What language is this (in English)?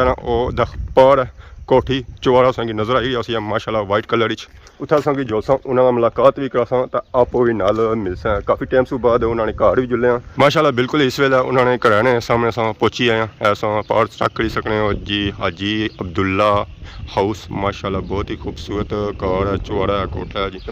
Pahari-Potwari